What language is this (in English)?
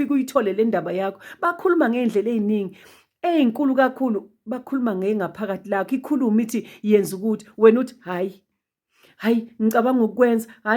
Zulu